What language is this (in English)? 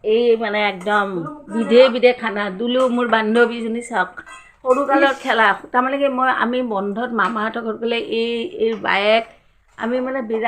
Assamese